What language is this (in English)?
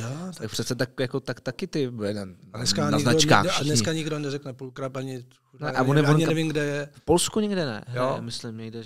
Czech